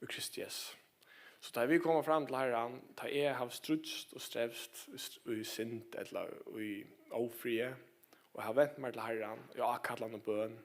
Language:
Faroese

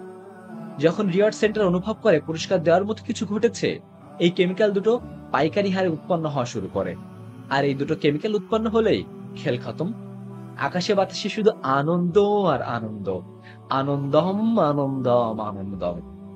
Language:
Bangla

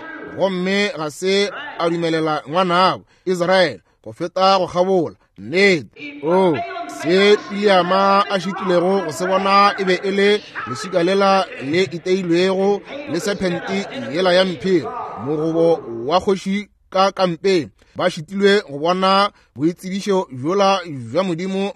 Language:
Northern Sotho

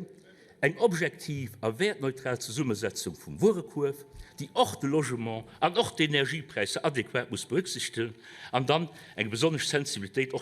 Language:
Luxembourgish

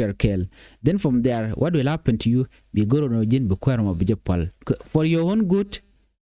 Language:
Nuer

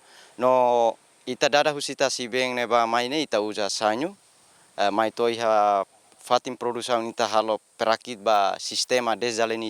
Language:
Tetum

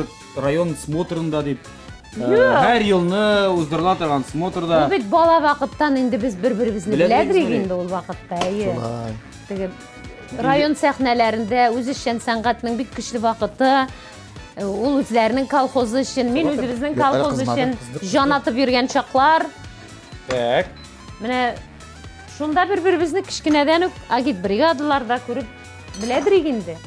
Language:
Tatar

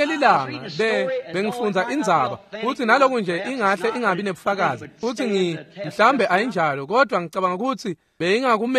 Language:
Swati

